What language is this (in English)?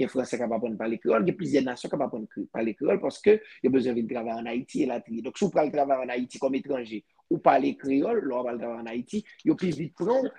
Haitian Creole